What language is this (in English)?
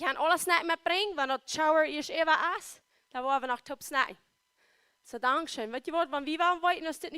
Plautdietsch